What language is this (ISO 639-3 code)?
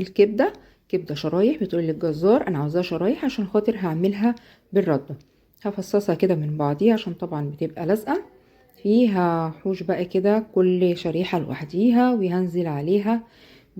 arz